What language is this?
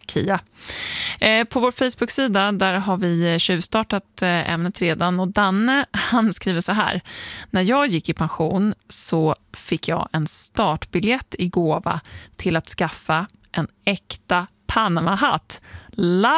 Swedish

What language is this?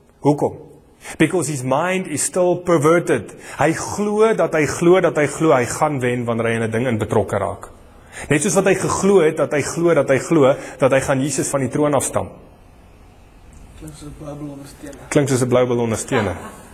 Afrikaans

